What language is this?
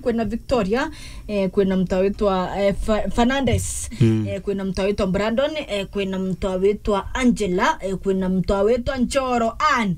Meru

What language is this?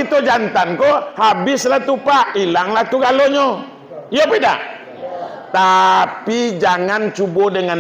Minangkabau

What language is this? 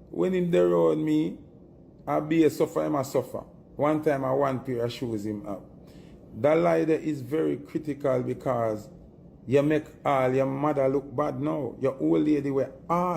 Jamaican Creole English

